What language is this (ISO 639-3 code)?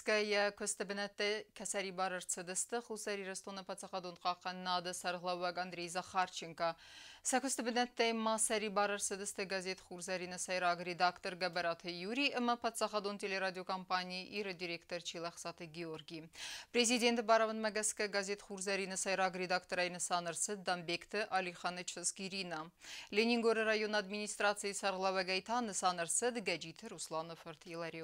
oss